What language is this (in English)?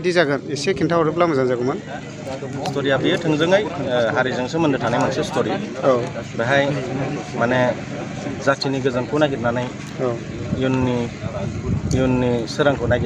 Bodo